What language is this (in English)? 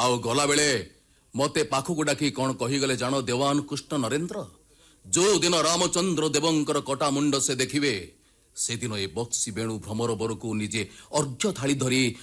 Odia